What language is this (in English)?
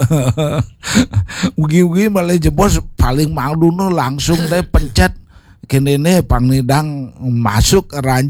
Balinese